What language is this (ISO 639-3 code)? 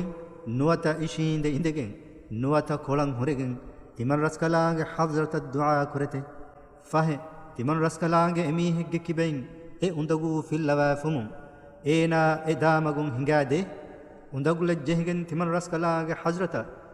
div